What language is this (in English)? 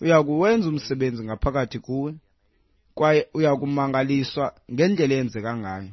Xhosa